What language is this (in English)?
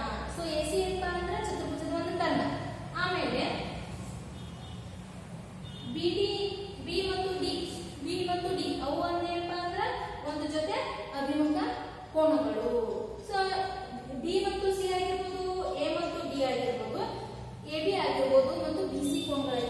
Kannada